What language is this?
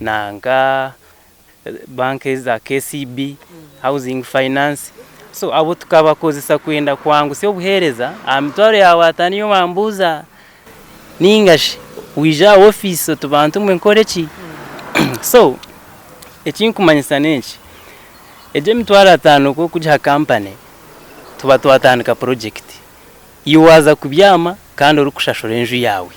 Nyankole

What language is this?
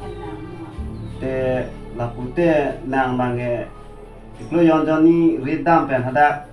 Karbi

